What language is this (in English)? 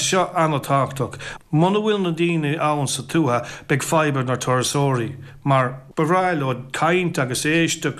Irish